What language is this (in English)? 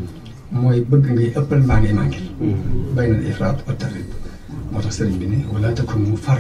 Wolof